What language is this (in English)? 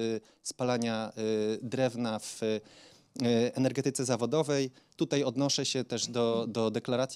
Polish